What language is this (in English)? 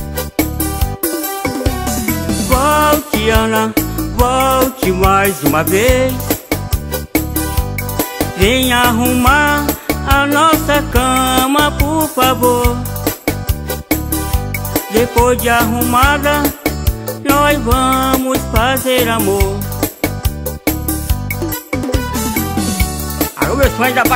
Portuguese